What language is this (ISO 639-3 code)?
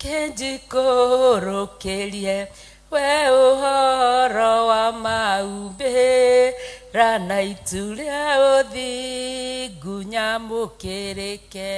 kik